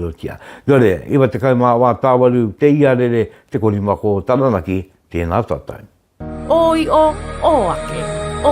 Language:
Māori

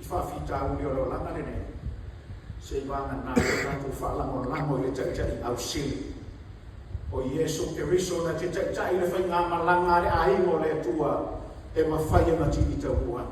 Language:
Samoan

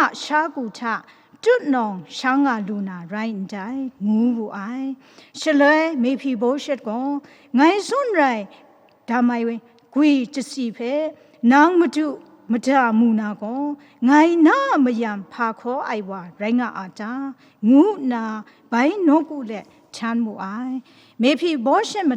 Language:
Kachin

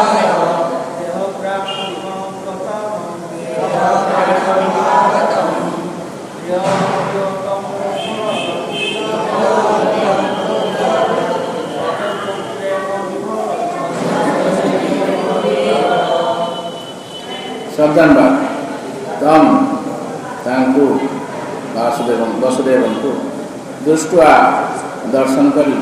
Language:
Odia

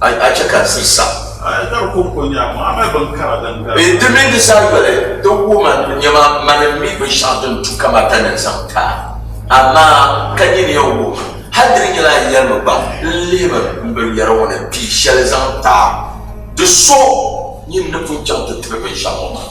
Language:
Dagbani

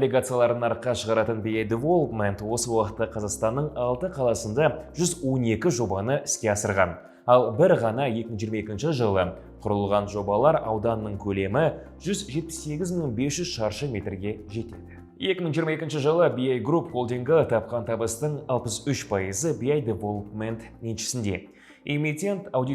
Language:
Kazakh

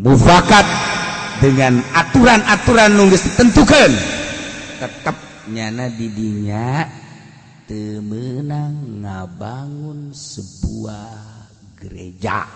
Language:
Sundanese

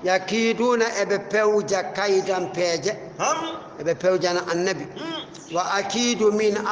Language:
Fula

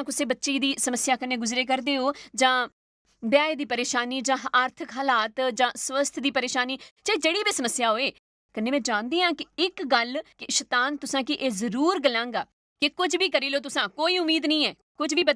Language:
Dogri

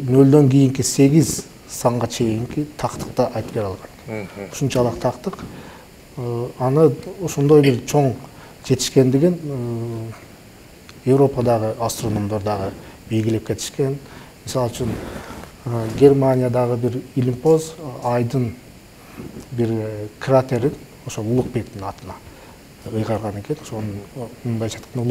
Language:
Kyrgyz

